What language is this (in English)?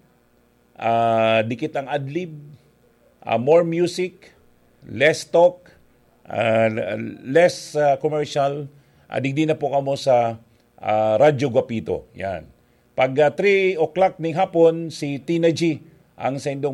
Bikol